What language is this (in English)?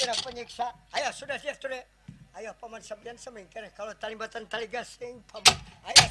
Banjar